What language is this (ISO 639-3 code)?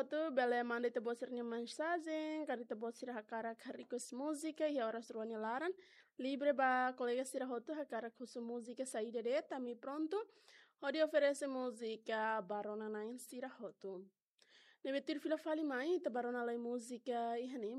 tet